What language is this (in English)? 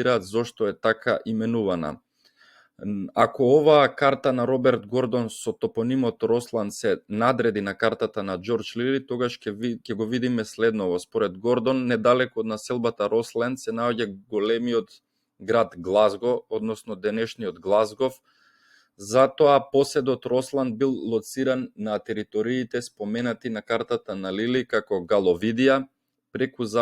Macedonian